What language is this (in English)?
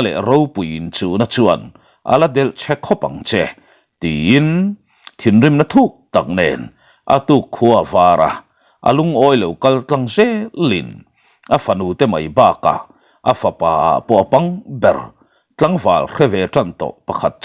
Mizo